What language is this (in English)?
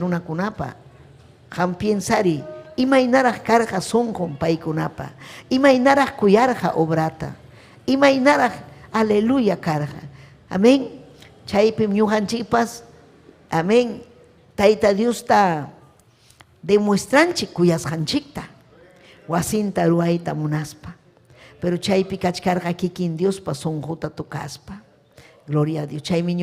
Ayacucho Quechua